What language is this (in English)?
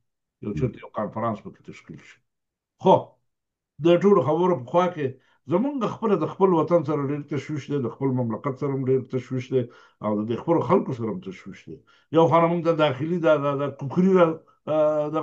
Pashto